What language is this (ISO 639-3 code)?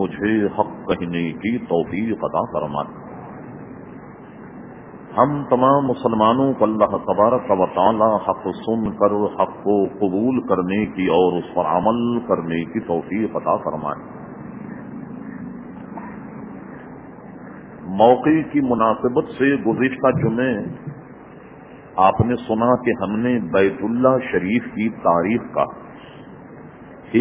urd